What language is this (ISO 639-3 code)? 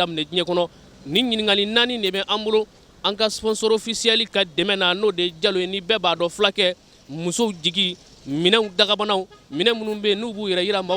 bam